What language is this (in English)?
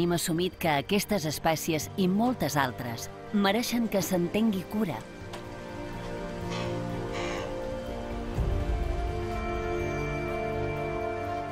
Catalan